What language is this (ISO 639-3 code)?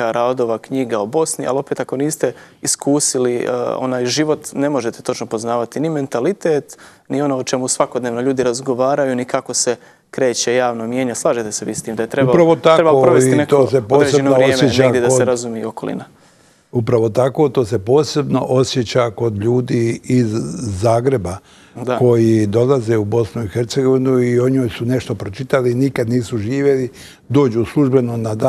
bos